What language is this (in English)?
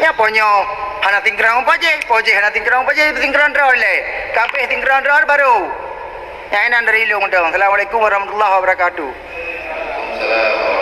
Achinese